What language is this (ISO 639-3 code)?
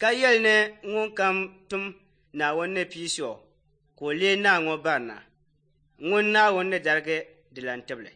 dag